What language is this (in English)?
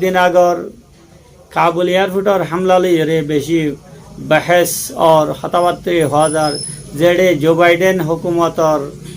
Rohingya